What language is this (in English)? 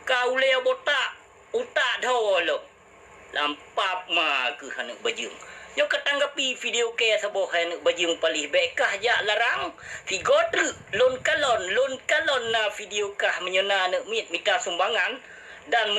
Achinese